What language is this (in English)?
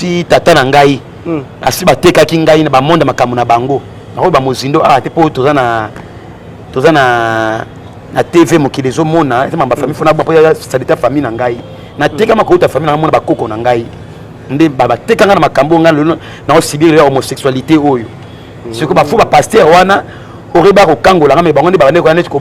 Lingala